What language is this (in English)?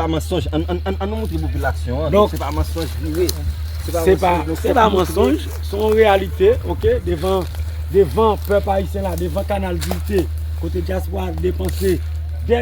Haitian Creole